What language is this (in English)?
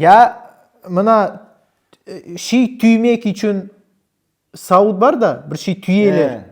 Crimean Tatar